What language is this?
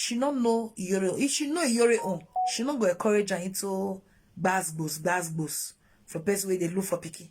Nigerian Pidgin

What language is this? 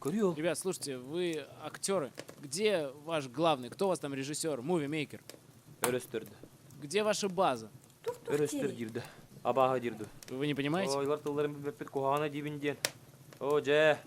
Yakut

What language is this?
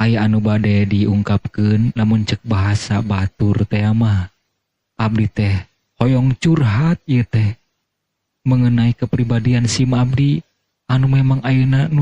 Sundanese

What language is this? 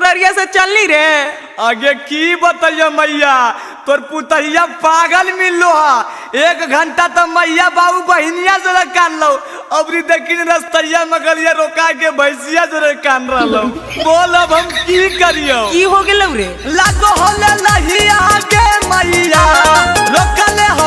Magahi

